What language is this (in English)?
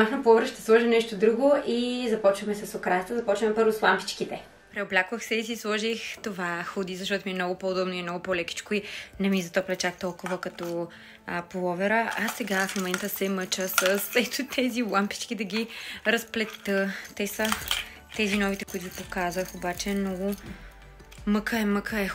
Bulgarian